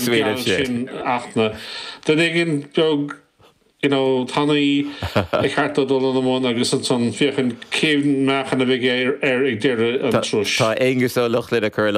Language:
Irish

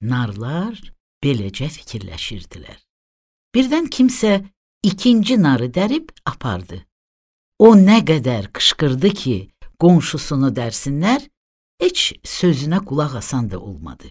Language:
Azerbaijani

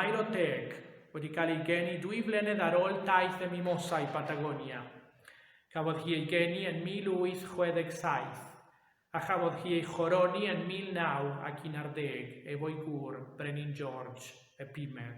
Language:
Welsh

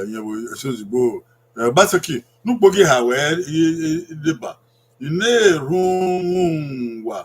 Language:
Bini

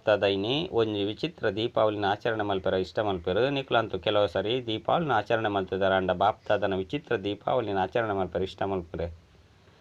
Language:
Tulu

